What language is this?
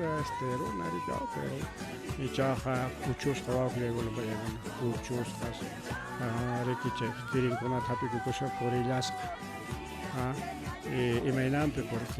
Ayacucho Quechua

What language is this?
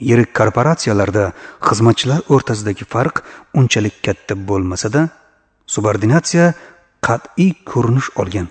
Uzbek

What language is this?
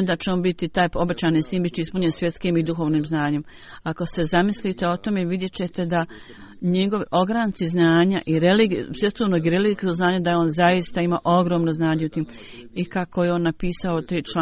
Bosnian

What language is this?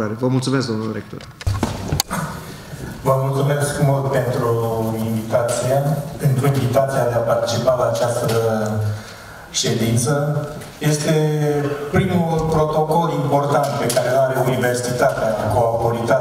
Romanian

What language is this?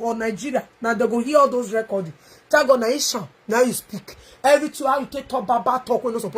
Nigerian Pidgin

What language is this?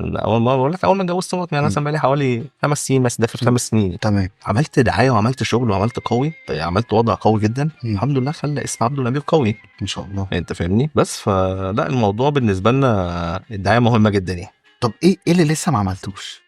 Egyptian Arabic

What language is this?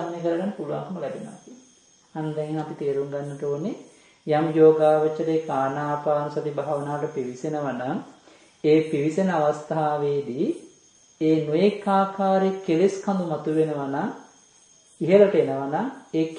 Sinhala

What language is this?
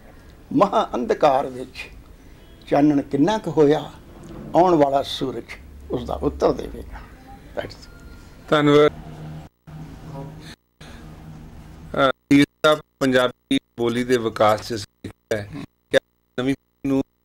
Punjabi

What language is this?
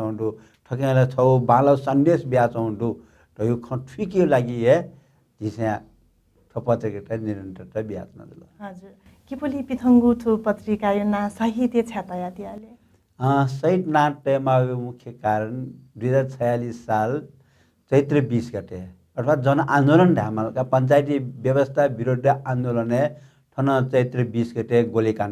Newari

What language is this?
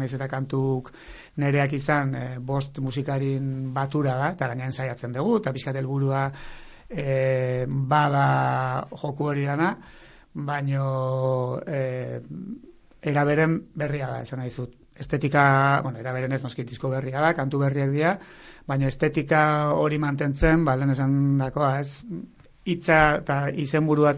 Basque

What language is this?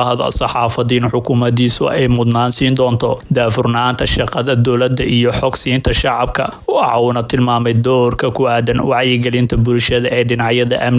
Somali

